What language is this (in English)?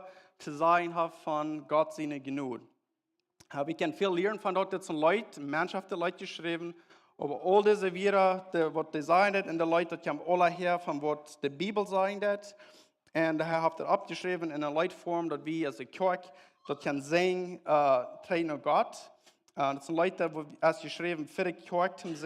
Plautdietsch